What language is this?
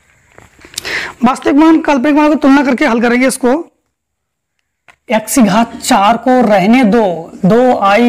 Hindi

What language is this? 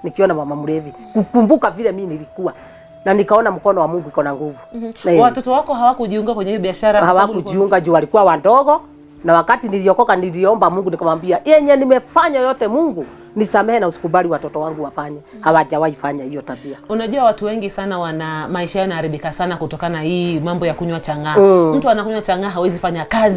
Swahili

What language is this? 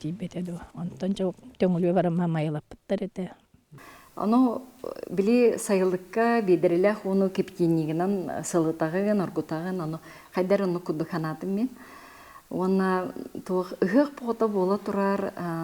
Yakut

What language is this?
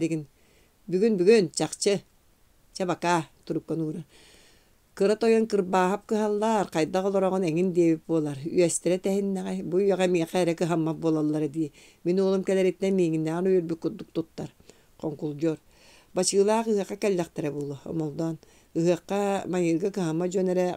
Yakut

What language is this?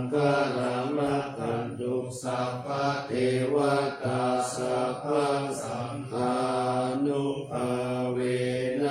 Pali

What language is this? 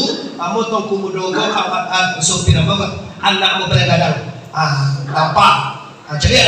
Minangkabau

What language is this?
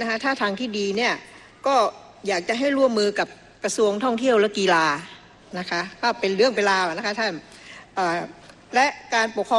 Thai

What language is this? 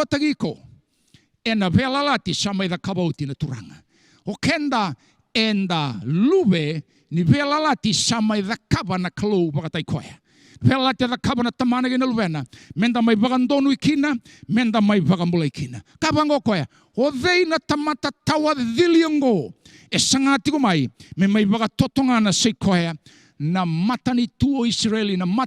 Fijian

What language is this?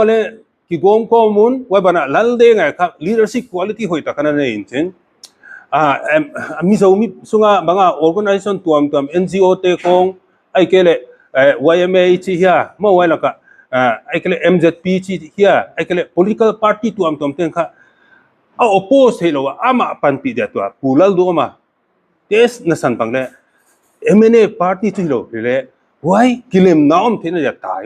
Paite Chin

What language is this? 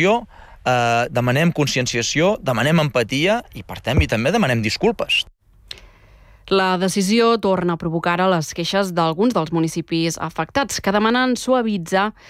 Catalan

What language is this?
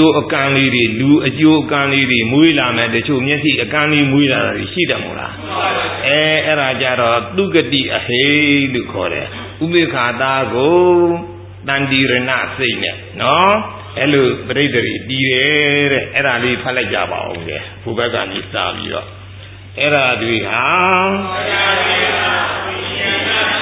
Burmese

